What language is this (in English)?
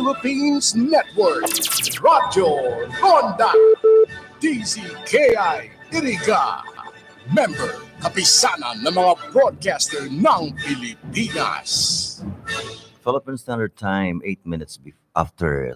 Bikol